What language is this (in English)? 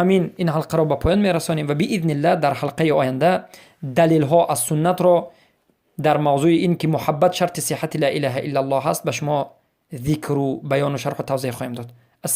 Persian